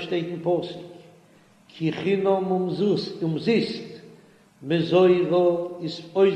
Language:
Yiddish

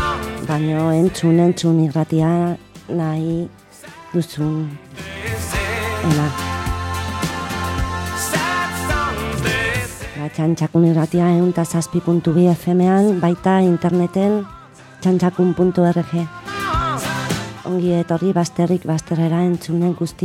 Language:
Basque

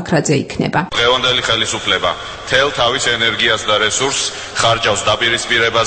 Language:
Georgian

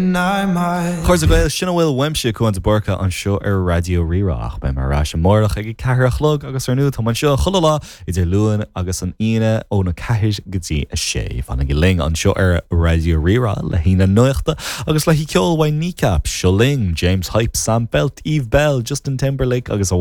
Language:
Irish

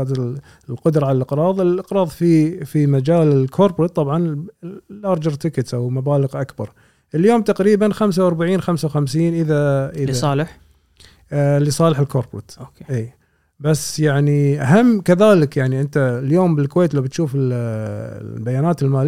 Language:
Gulf Arabic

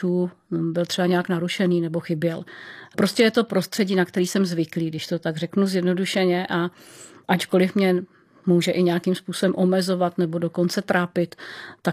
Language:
Czech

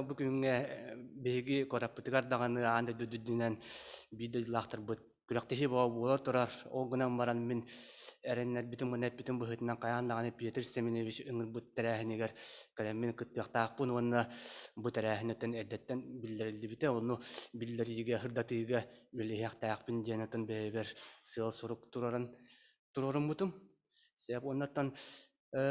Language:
Yakut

